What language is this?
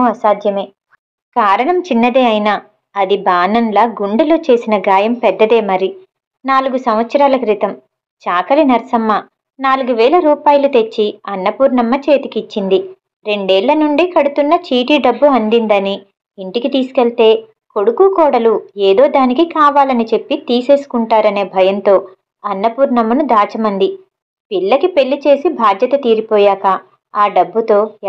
Telugu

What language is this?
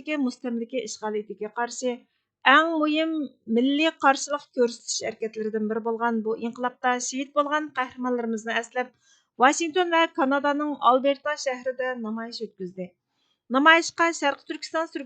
Uyghur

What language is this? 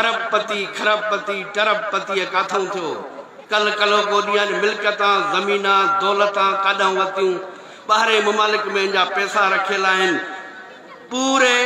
Sindhi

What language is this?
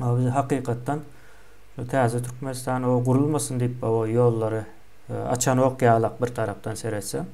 Turkmen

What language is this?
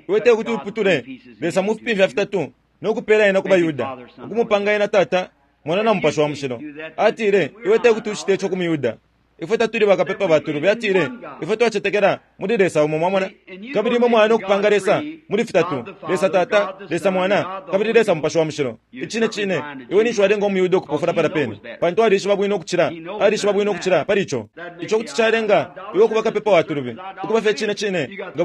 Bemba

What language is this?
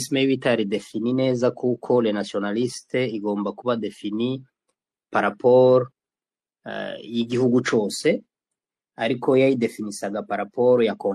Kinyarwanda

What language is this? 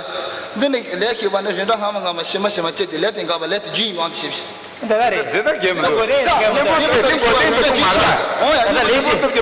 Tibetan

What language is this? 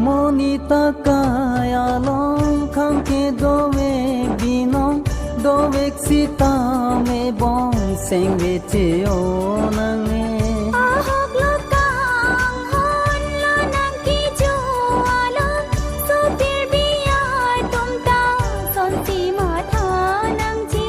Karbi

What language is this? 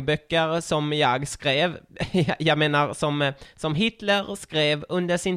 Swedish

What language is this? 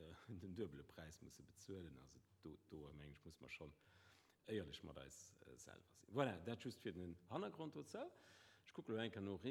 Luxembourgish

